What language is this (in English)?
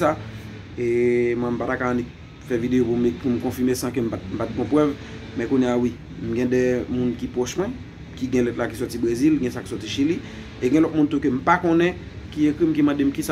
Haitian Creole